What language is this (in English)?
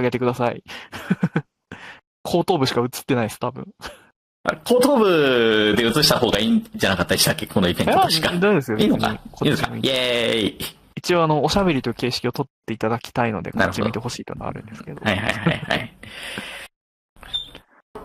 Japanese